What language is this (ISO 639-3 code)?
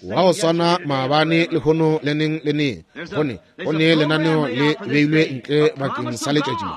nso